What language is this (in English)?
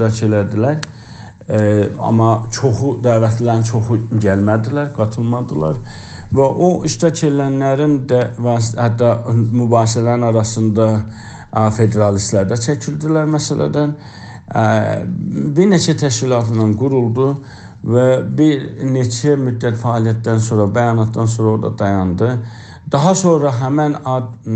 South Azerbaijani